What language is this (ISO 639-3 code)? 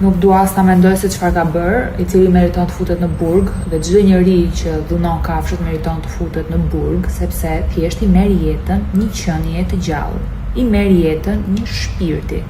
sqi